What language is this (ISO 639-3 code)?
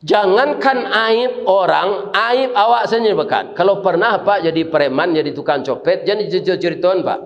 min